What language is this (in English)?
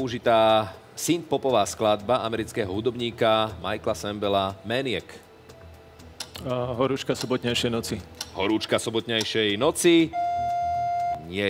Slovak